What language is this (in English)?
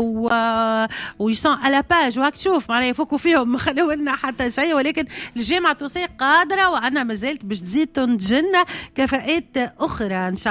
Tunisian Arabic